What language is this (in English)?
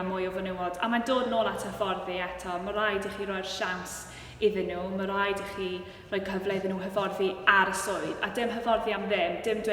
Welsh